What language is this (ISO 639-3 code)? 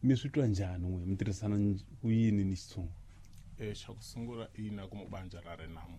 tso